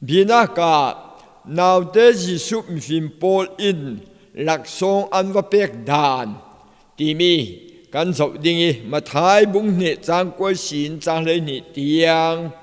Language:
Falam Chin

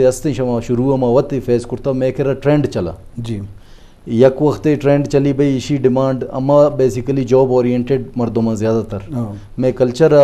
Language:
Eastern Balochi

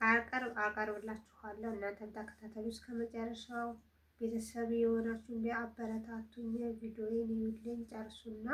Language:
Amharic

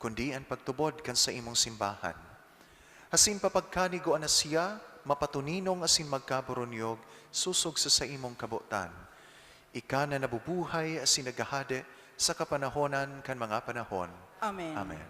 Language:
Bikol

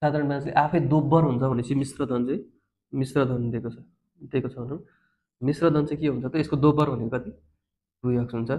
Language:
Nepali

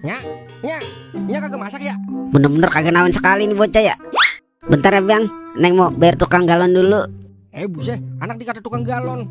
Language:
Betawi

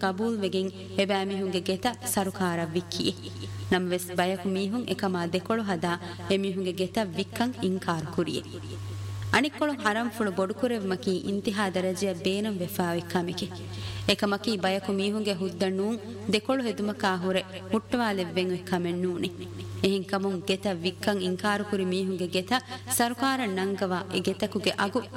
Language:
Divehi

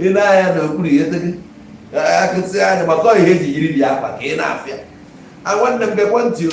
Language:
Igbo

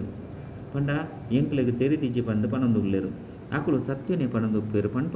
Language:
Tulu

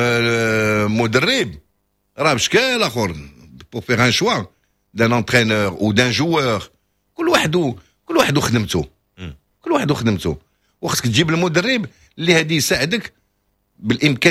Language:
Moroccan Arabic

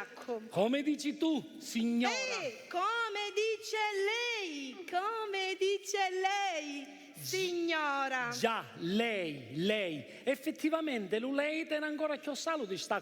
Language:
Sicilian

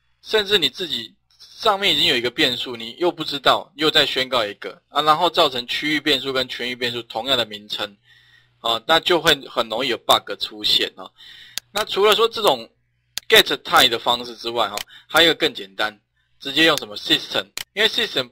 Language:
Chinese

